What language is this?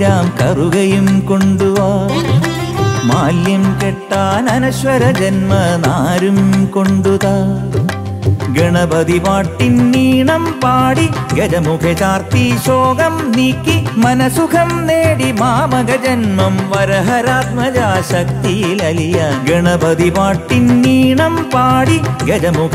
Malayalam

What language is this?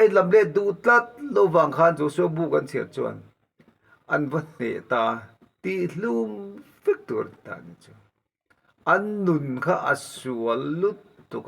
Mizo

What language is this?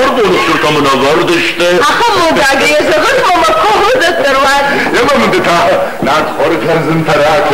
Ossetic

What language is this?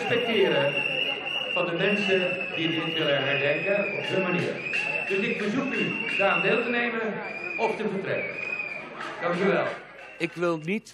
Dutch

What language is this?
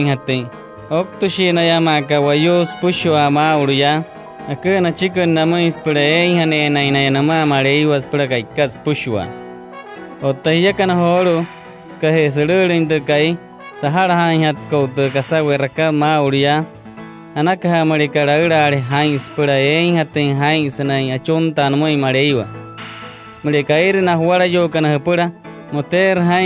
Wayuu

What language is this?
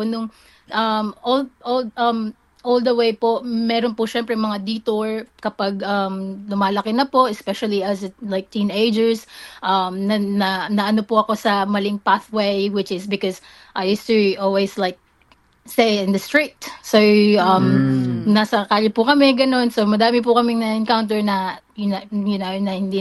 Filipino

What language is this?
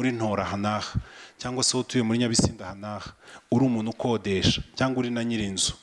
Kinyarwanda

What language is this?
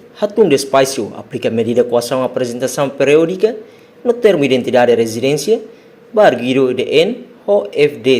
Tetum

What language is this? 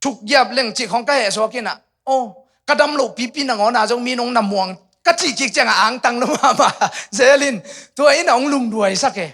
Tedim Chin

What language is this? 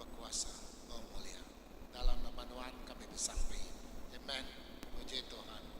Iban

